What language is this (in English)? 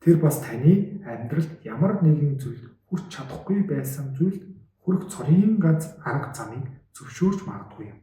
Mongolian